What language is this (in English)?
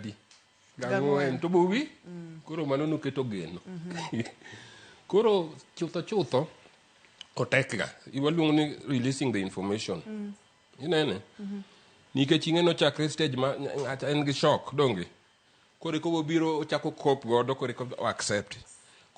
Luo (Kenya and Tanzania)